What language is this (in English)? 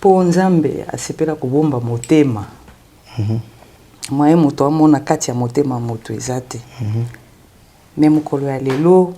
Lingala